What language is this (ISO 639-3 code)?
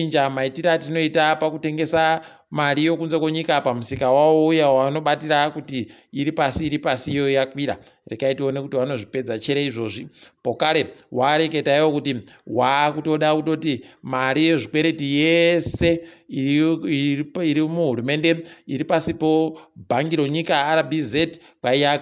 ndc